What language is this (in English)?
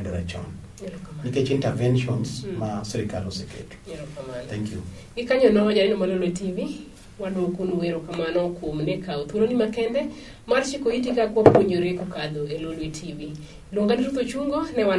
Luo (Kenya and Tanzania)